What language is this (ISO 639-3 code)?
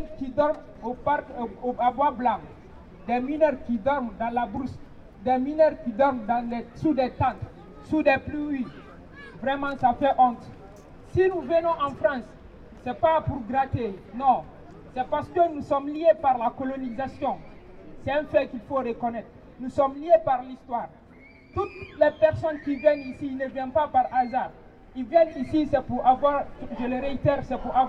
fra